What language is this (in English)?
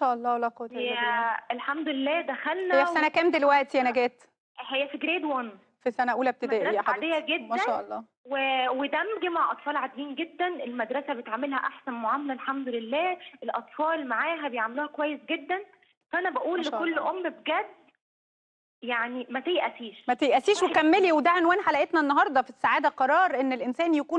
Egyptian Arabic